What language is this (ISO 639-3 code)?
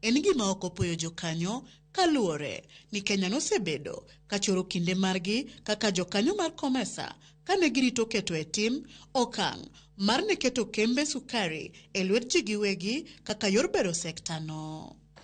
luo